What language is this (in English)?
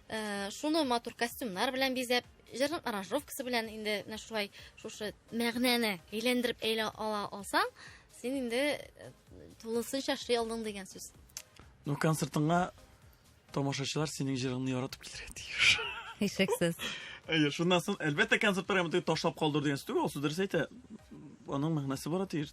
Tatar